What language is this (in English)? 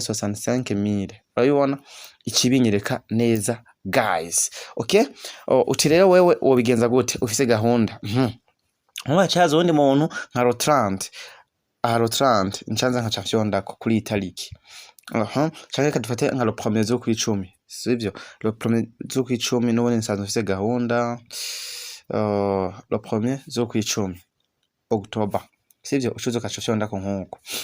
Rundi